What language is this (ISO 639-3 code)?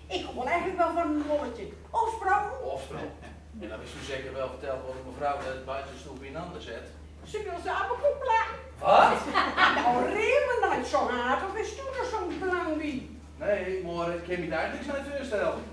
gos